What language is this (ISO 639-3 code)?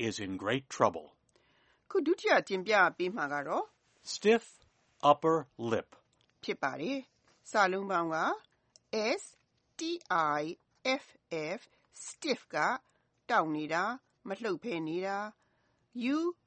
mya